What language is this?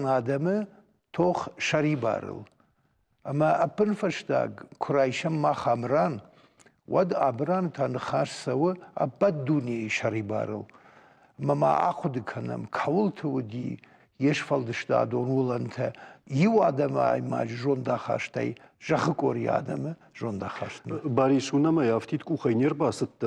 Ossetic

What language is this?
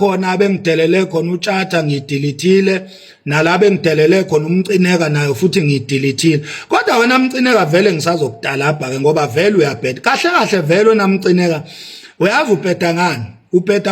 Zulu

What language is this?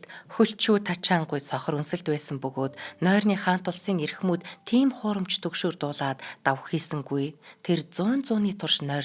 Mongolian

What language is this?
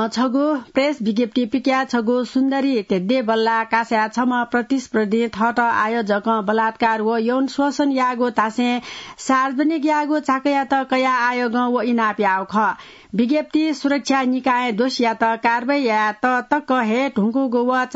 Newari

